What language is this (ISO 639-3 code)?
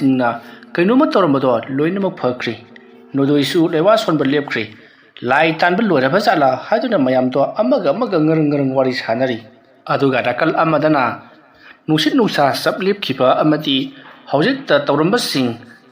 mni